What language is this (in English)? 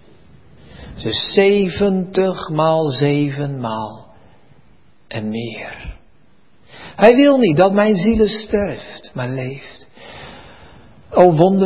Dutch